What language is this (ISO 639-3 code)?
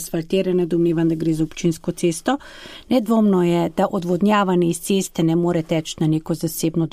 slv